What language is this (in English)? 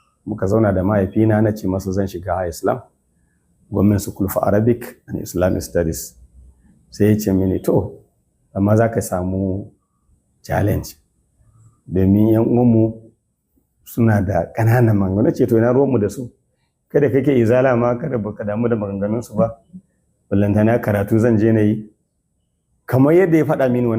Hausa